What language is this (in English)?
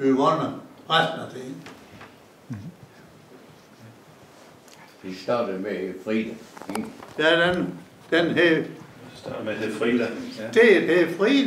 Danish